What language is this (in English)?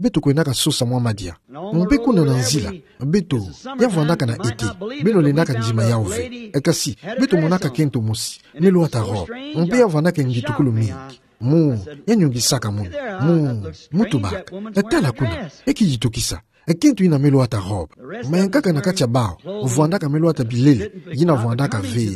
Kituba (Democratic Republic of Congo)